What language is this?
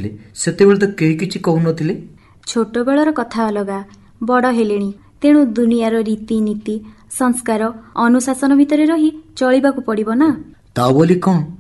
Odia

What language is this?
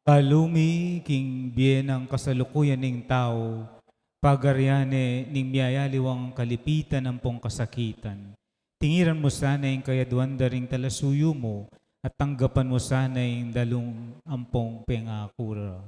Pampanga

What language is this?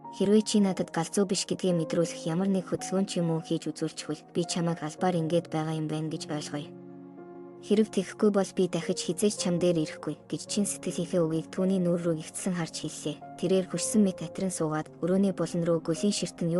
Mongolian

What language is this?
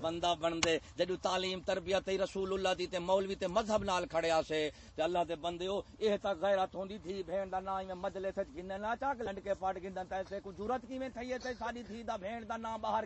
Saraiki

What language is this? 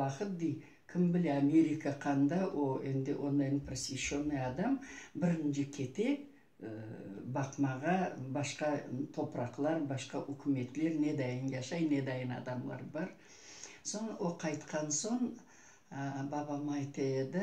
Crimean Tatar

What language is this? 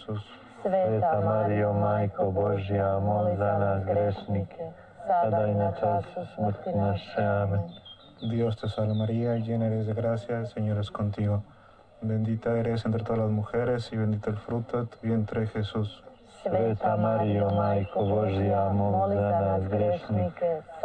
Croatian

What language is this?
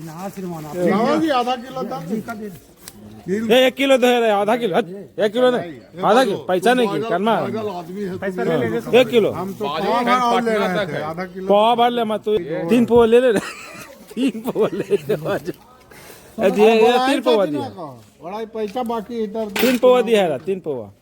Magahi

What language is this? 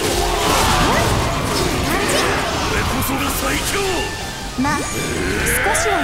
Japanese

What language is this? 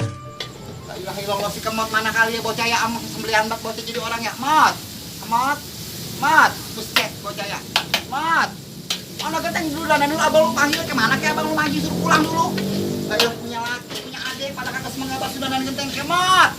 Betawi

